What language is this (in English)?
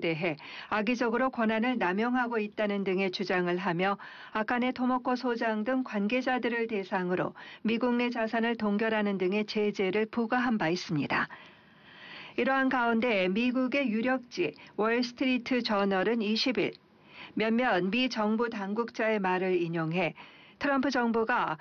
Korean